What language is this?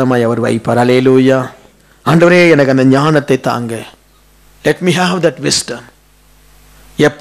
Tamil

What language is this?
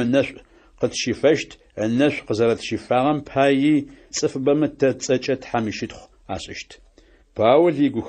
Adyghe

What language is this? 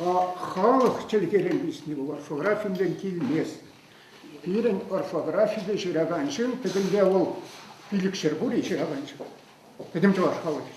Chuvash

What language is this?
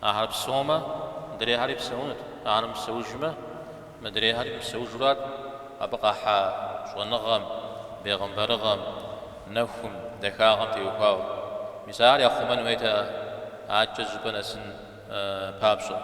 Kabardian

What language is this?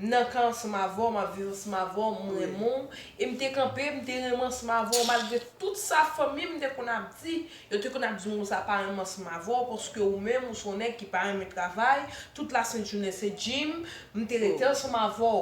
Haitian Creole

